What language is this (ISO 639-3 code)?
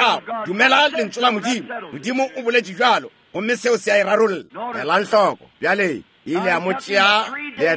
nso